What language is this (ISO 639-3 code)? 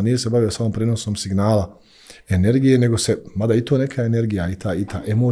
bos